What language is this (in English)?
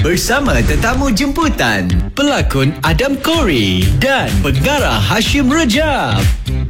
Malay